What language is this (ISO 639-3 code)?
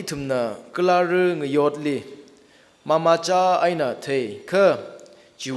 nmf